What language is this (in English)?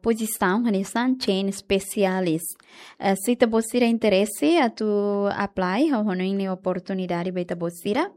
Tetum